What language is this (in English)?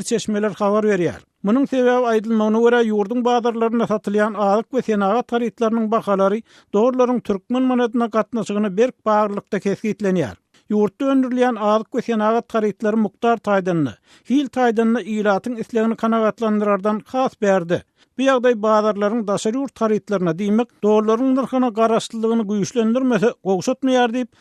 Turkmen